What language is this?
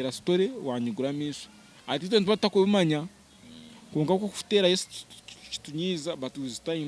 Nyankole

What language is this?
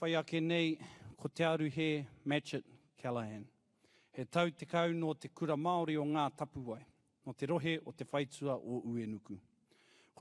Māori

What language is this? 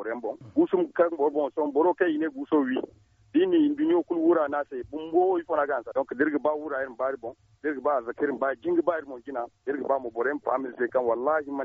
Zarma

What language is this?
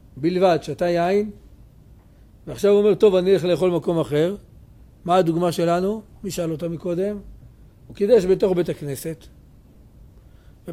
Hebrew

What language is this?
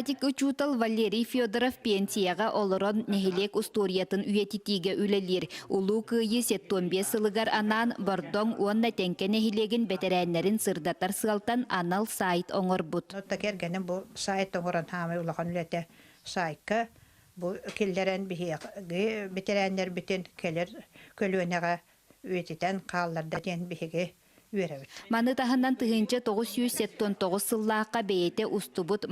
Yakut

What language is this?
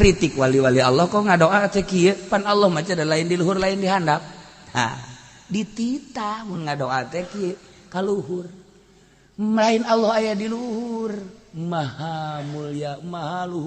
Sundanese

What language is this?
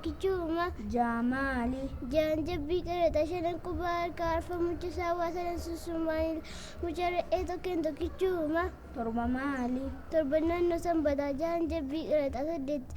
Oromo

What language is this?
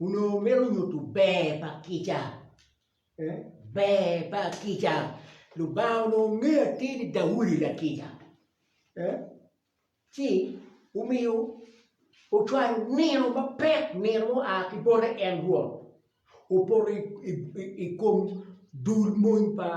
Acoli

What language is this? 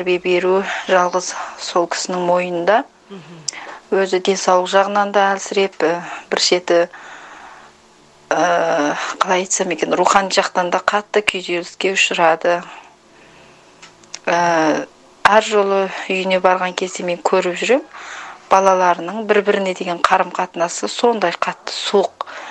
Kazakh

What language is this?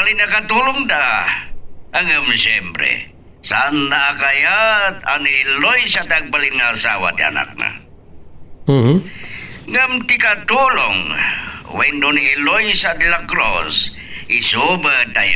Iloko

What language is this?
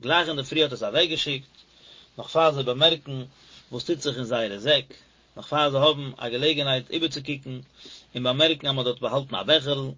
Yiddish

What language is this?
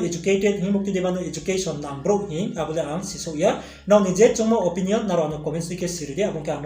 Riang (India)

